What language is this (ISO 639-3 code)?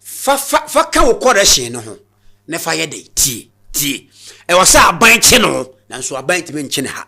aka